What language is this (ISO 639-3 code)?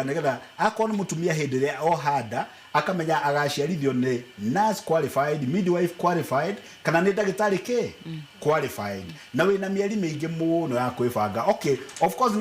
kik